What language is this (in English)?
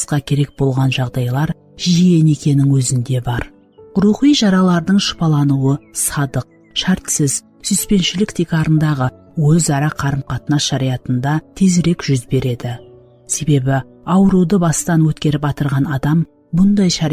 Kara-Kalpak